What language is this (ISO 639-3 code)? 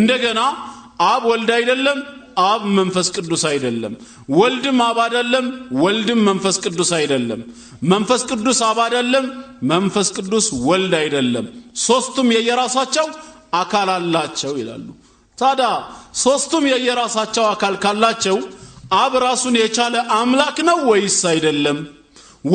amh